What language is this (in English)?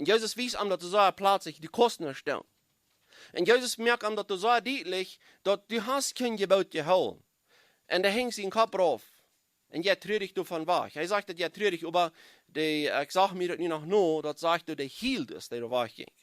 Plautdietsch